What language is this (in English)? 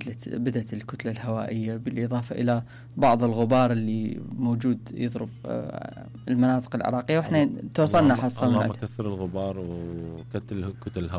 Mesopotamian Arabic